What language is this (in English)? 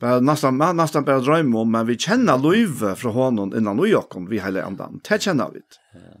Faroese